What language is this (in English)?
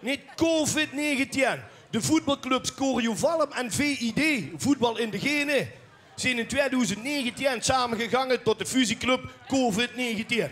Limburgish